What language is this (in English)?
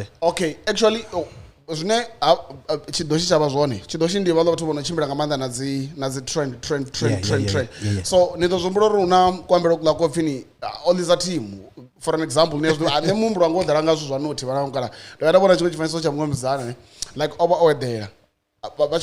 Venda